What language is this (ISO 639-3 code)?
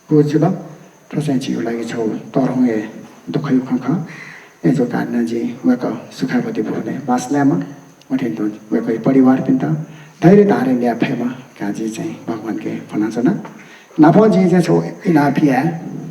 new